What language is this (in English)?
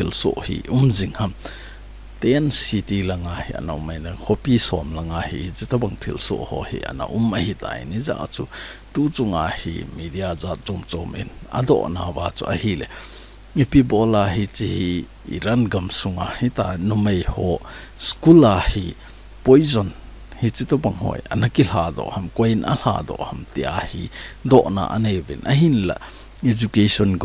Thado Chin